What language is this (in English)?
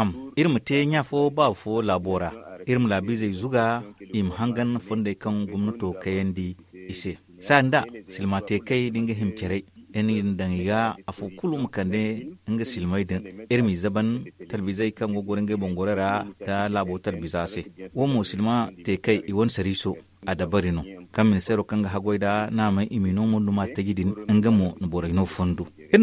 Zarma